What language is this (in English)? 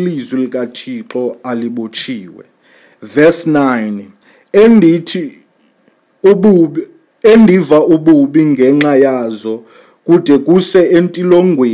Xhosa